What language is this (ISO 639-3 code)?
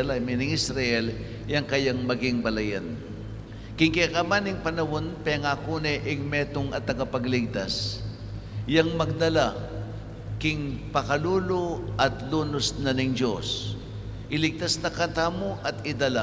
pam